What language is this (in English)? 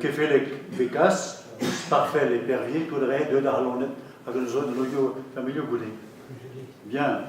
Breton